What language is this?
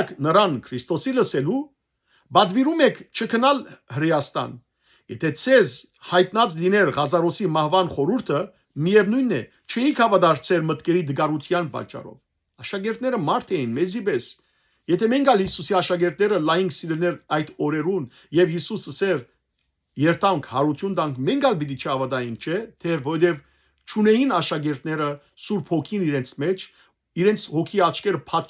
Western Armenian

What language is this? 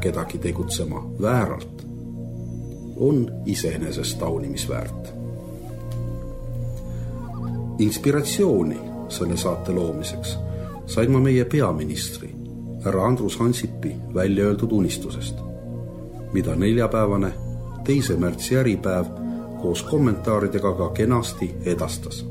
Estonian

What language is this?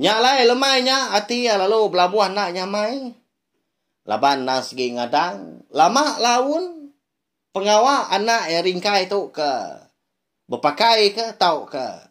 Iban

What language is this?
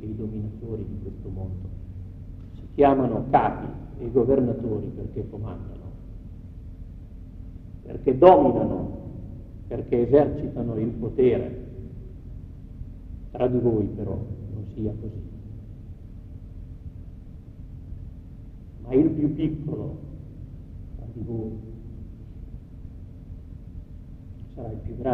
Italian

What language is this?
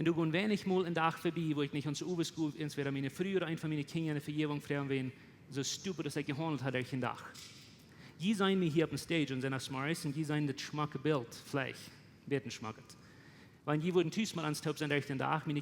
Plautdietsch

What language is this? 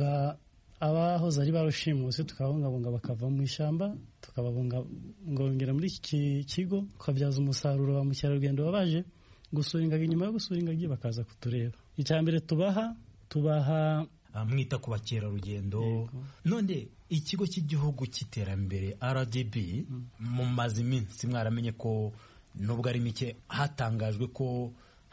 Kinyarwanda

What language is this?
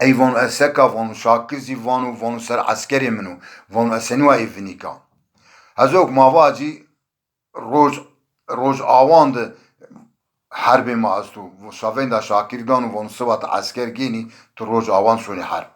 Zaza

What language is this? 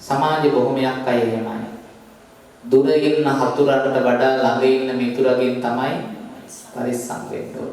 Sinhala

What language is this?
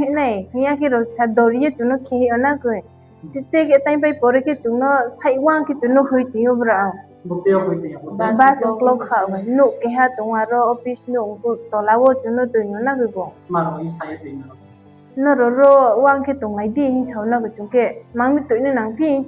Riang (India)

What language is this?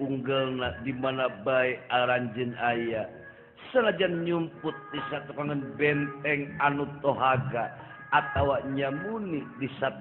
Sundanese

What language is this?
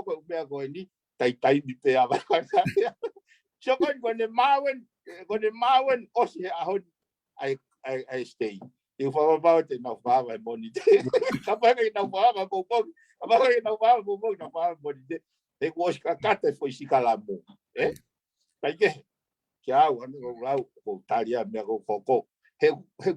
Tongan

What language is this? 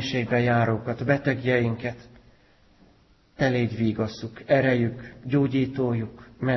Hungarian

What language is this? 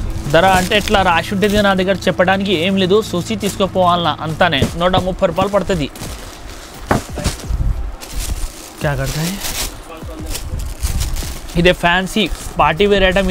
Telugu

